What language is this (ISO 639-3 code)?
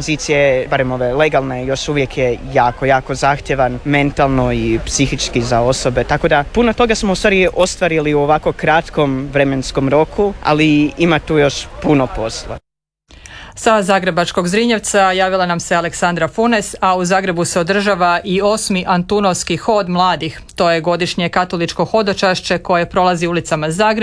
hrv